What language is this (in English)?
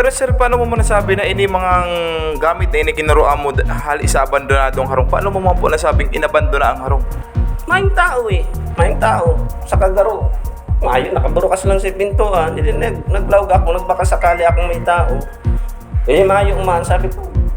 Bikol